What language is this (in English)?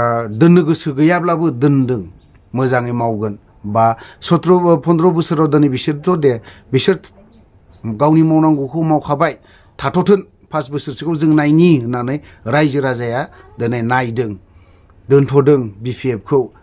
Bodo